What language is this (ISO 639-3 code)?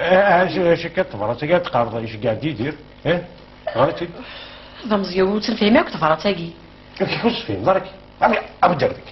kab